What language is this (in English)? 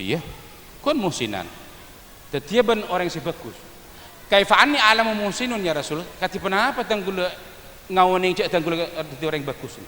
Madurese